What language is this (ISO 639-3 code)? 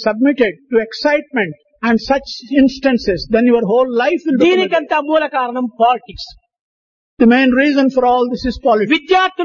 tel